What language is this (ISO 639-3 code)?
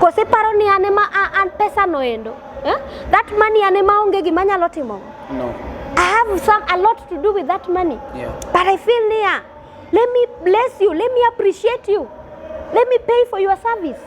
luo